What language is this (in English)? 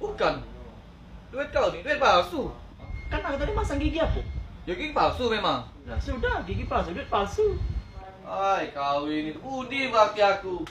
Musi